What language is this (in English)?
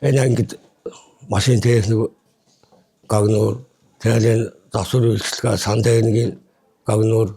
Mongolian